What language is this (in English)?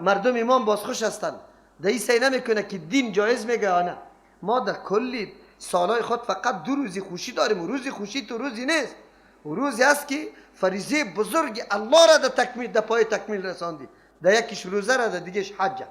Persian